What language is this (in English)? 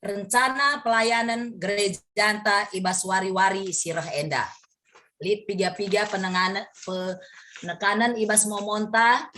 Batak Karo